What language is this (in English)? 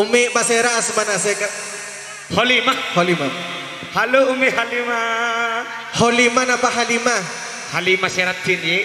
Madurese